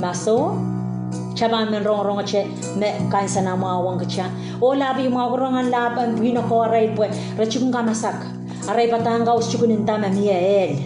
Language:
Pohnpeian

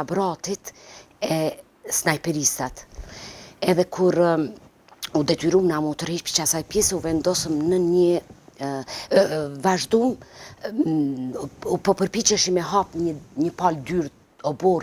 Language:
Albanian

